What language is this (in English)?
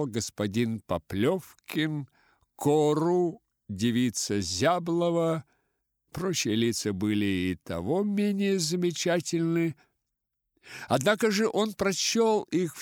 Russian